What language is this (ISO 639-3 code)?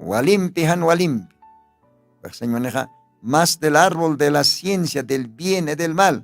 aym